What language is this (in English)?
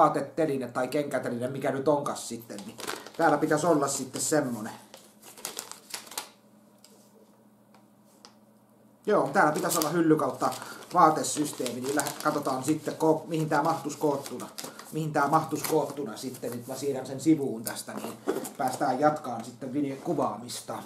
Finnish